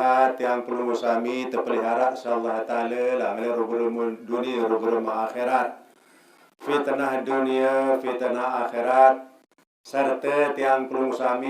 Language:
Sasak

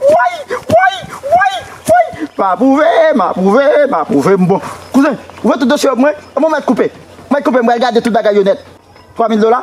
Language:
Haitian Creole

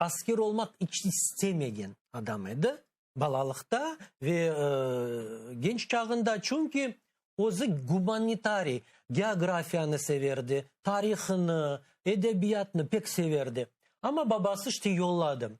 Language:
Crimean Tatar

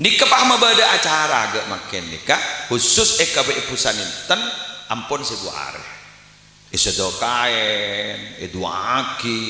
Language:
Madurese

